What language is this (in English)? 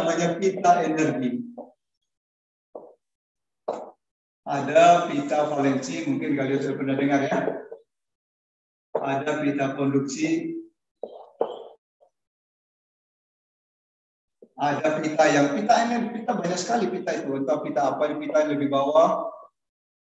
Indonesian